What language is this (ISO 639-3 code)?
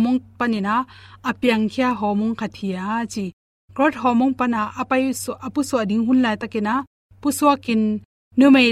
ctd